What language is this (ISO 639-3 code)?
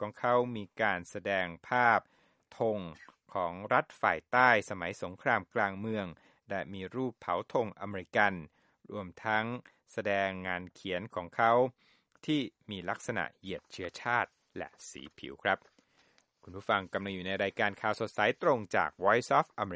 tha